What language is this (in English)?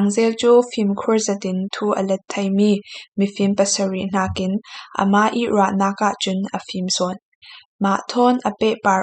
Falam Chin